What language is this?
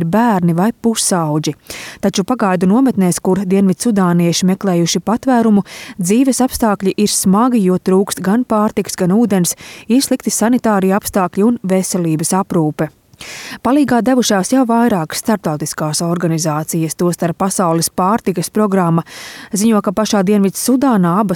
Latvian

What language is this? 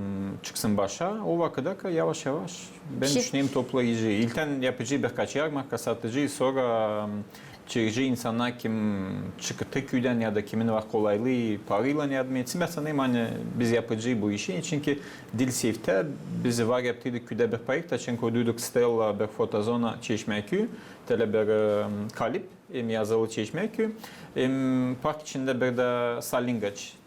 Gagauz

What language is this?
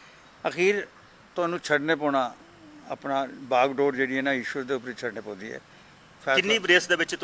Dogri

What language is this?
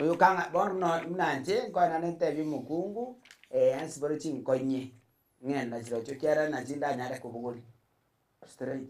Gusii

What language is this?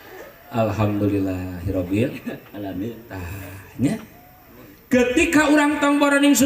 Sundanese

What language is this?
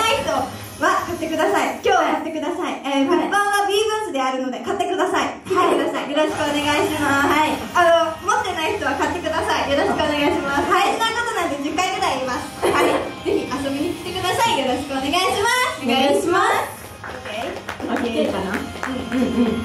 Japanese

